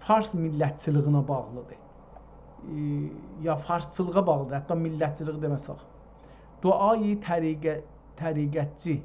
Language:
South Azerbaijani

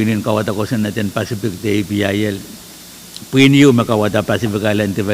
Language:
Pohnpeian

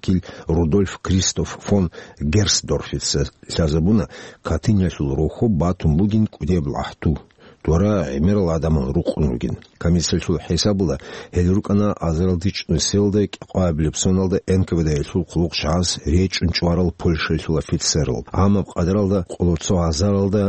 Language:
Avaric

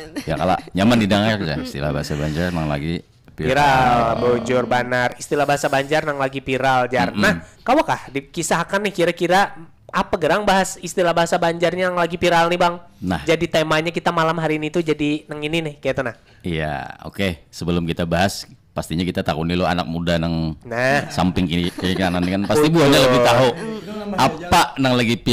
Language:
Banjar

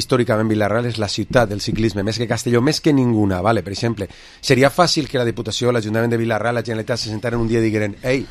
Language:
Catalan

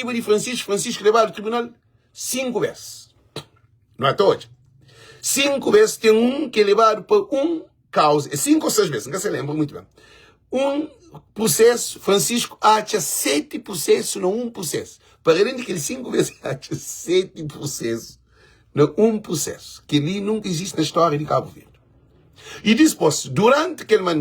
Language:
Kabuverdianu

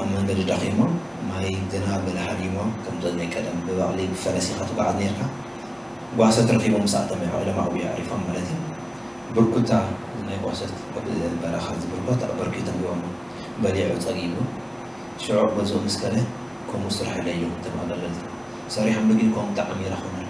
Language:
Tigrinya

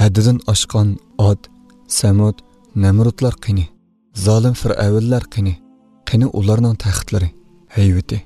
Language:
Uyghur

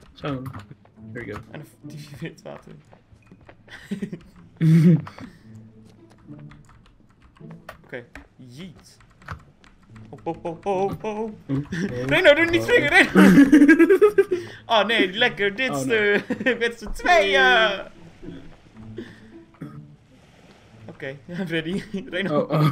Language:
Dutch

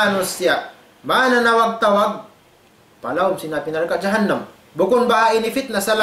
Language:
Tausug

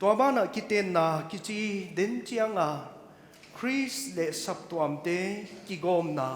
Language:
Paite Chin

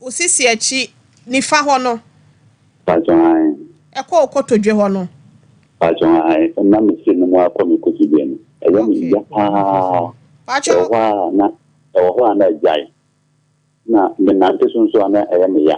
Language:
Akan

